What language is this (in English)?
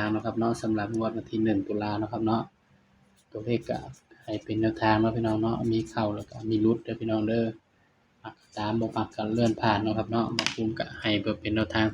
Northeastern Thai